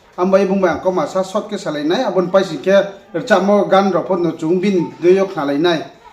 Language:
Riang (India)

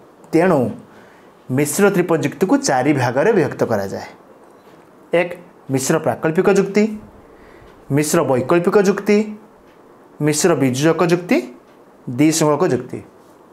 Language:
Odia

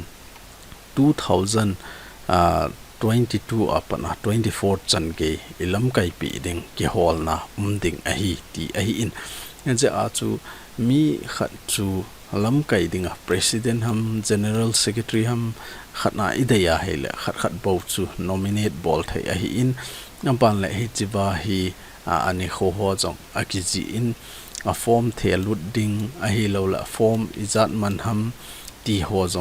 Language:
Thado Chin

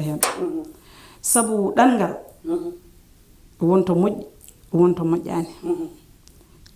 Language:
Fula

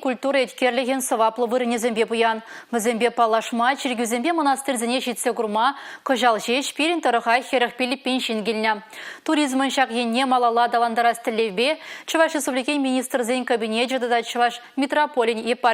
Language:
Chuvash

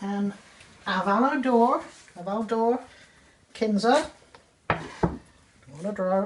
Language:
Cornish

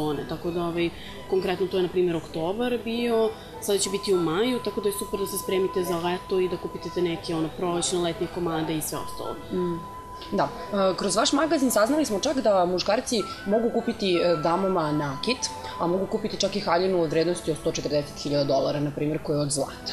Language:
Serbian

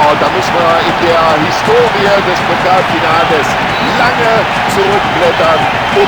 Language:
Bavarian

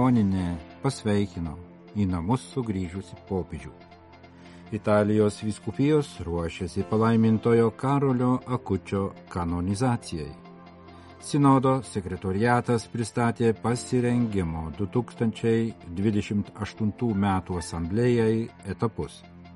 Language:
Lithuanian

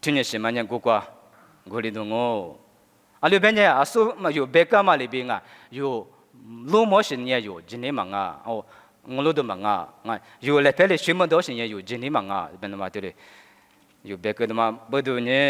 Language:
Lisu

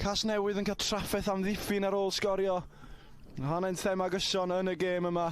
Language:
Welsh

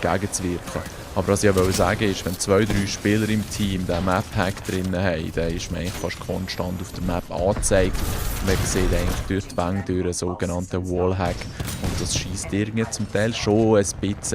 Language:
Swiss German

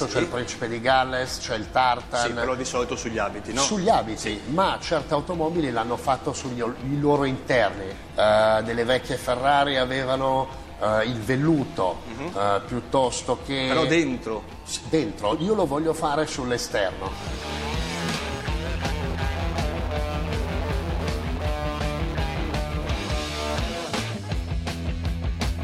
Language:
Italian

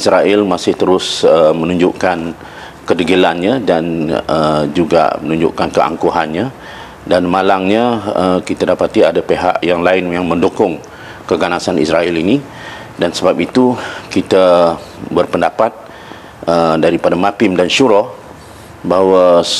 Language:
Malay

